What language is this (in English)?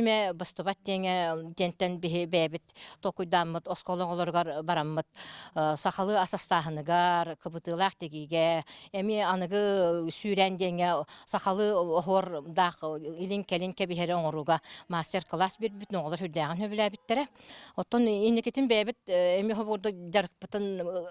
Yakut